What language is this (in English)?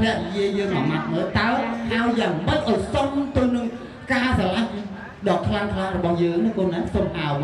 Khmer